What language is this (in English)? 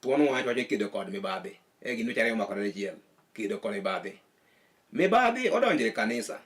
Luo (Kenya and Tanzania)